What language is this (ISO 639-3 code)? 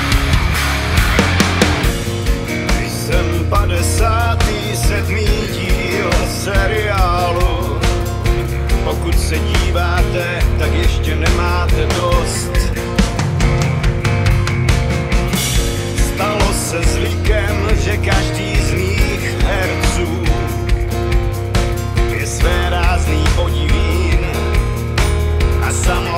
ces